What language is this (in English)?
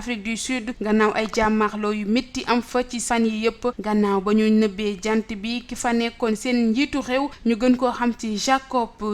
Wolof